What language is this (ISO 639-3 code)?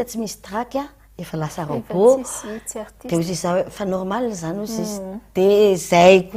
mlg